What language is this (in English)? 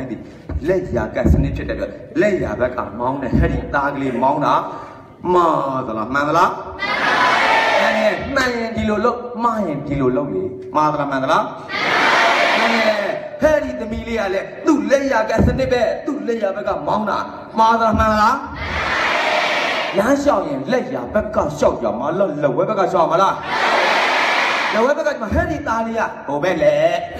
Burmese